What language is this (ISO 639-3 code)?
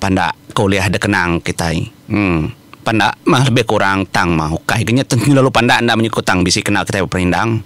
iba